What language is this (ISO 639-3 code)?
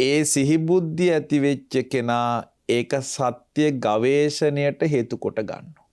sin